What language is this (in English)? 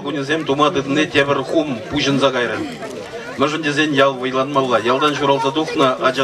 Chuvash